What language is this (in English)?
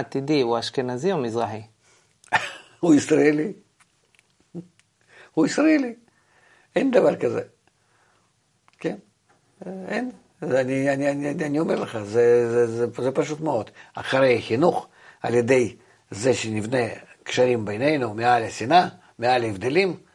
Hebrew